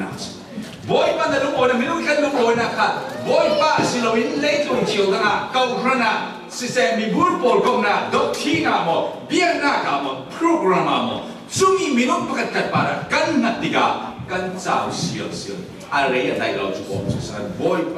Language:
Falam Chin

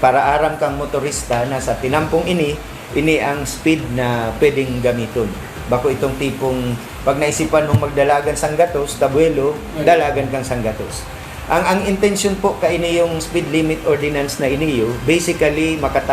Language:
Bikol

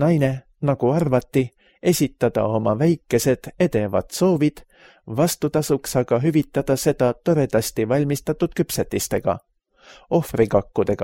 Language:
Estonian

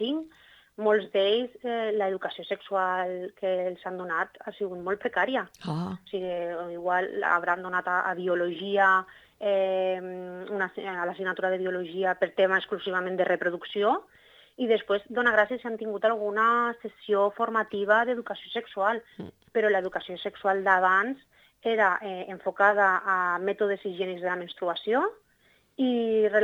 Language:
Catalan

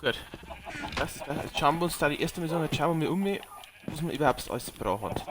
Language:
Bavarian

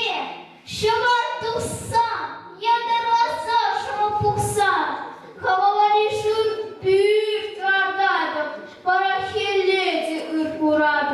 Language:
Chuvash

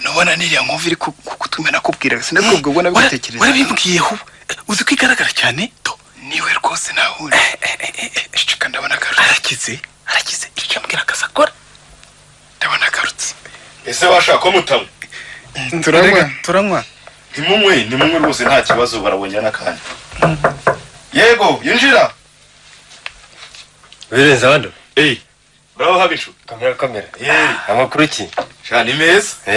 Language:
Kinyarwanda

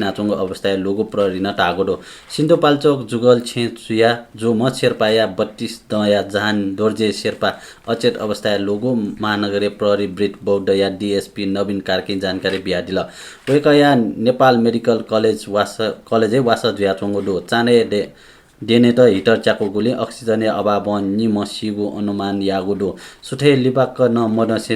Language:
Newari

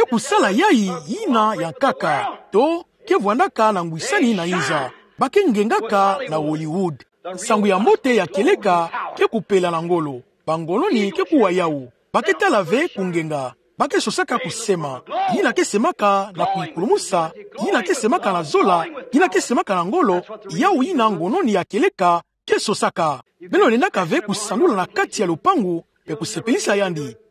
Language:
Kituba (Democratic Republic of Congo)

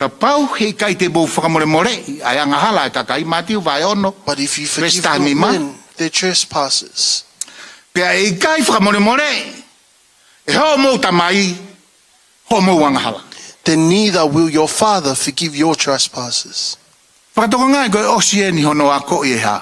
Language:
Tongan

